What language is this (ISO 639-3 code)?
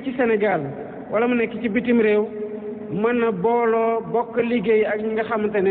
wol